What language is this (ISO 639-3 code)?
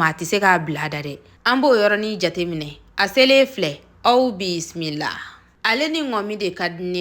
bam